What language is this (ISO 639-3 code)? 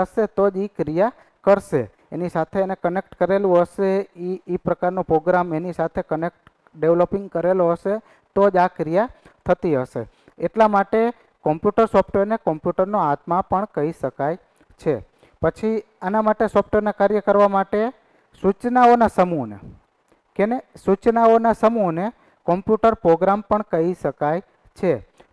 guj